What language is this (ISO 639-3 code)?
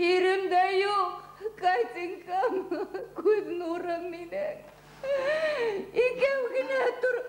bak